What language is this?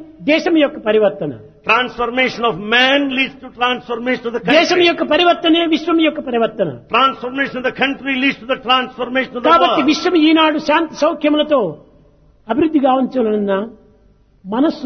Telugu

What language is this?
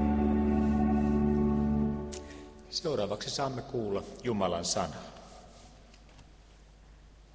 Finnish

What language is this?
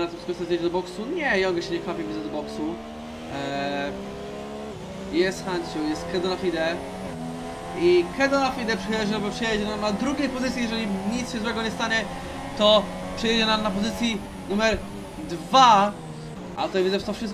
Polish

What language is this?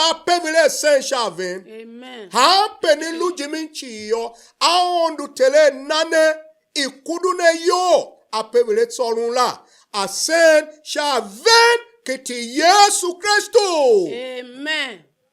Tiv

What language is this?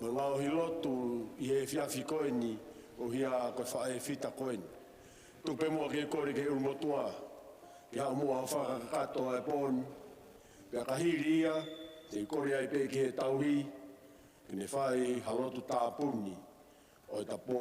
Tongan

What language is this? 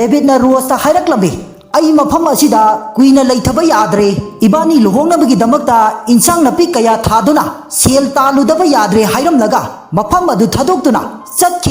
Manipuri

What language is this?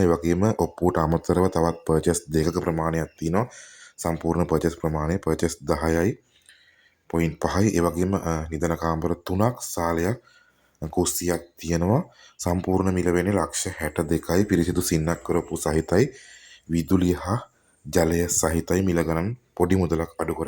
Sinhala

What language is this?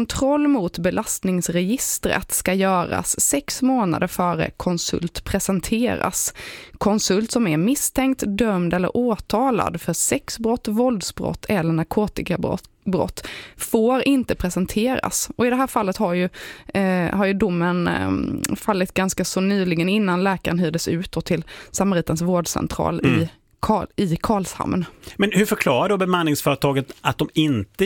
Swedish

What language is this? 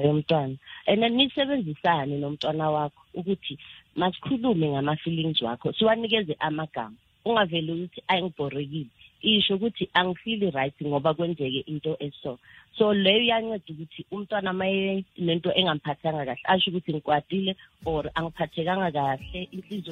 South Ndebele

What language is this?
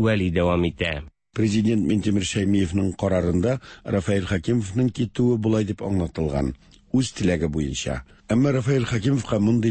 Tatar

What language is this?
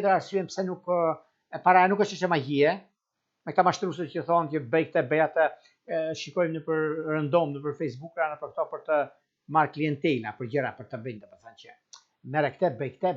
Albanian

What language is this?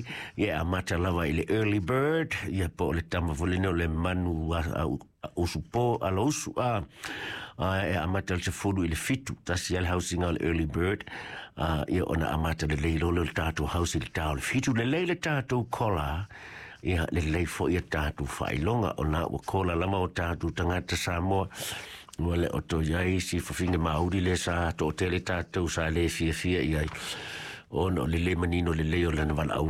Samoan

